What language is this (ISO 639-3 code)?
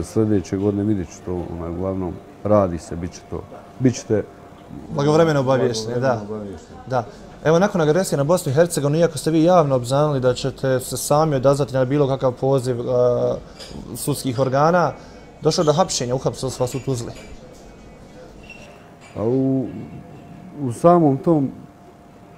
bos